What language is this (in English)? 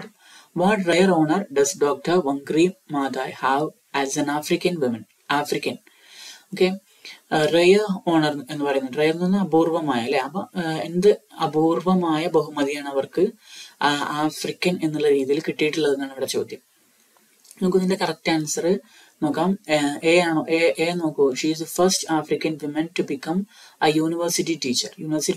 Malayalam